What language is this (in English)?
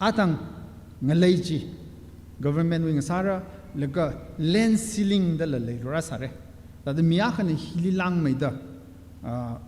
Tangkhul Naga (India)